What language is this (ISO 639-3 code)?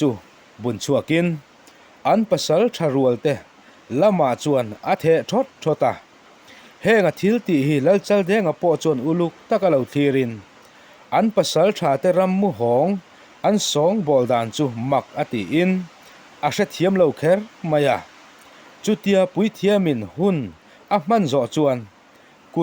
lus